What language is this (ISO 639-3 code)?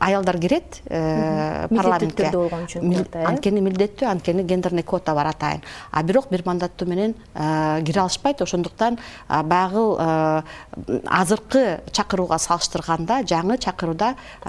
kir